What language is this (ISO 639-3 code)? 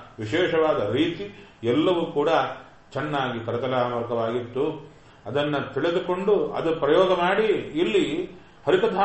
kan